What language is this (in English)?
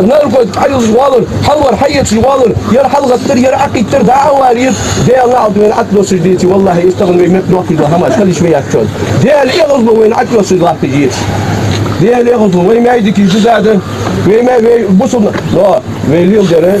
Ingush